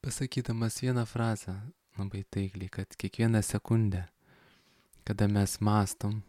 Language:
Lithuanian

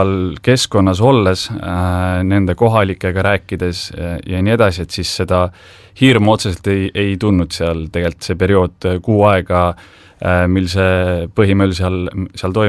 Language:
Estonian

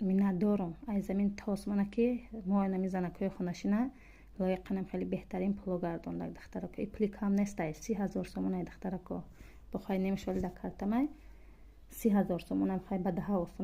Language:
Tajik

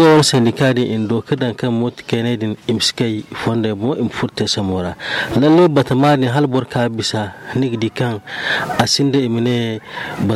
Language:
Zarma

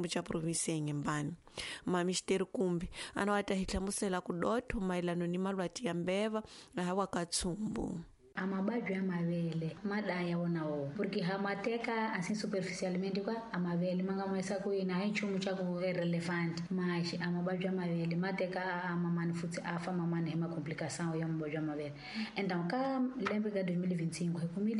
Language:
Tsonga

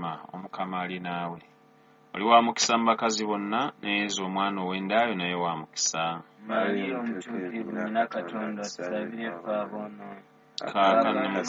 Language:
Ganda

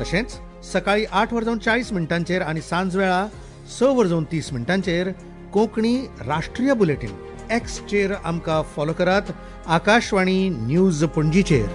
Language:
Konkani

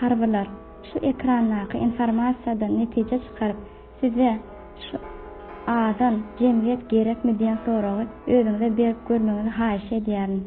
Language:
Turkmen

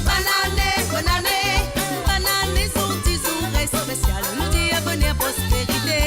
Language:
Morisyen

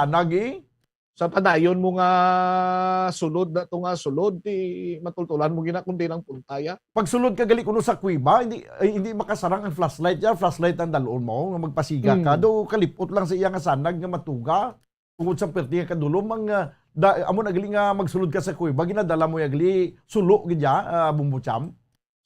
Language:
Hiligaynon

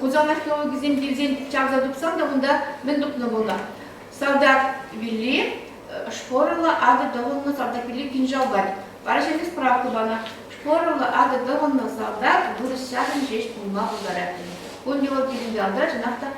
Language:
Chuvash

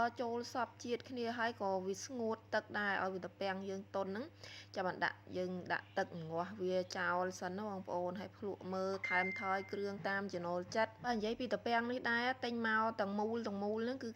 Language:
Khmer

